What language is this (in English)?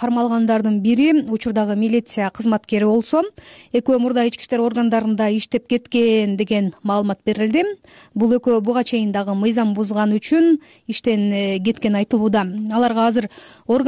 Kyrgyz